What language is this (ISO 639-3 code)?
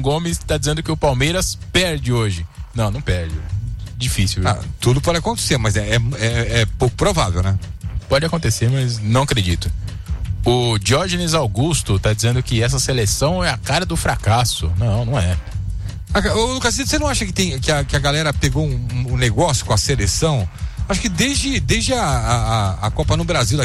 por